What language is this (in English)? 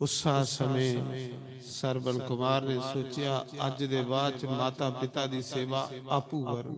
Dogri